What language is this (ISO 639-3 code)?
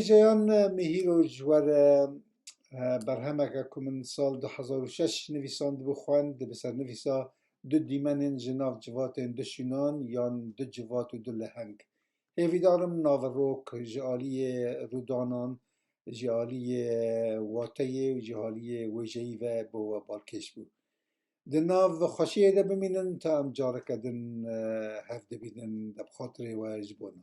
kur